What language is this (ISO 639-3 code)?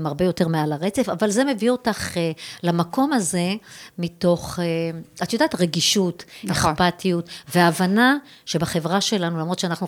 heb